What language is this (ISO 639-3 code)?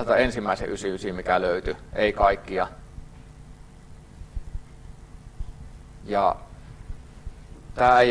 fin